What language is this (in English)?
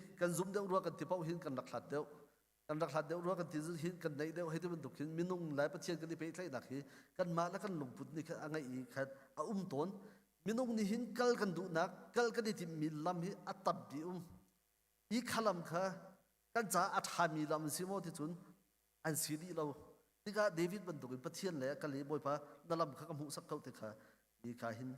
Hakha Chin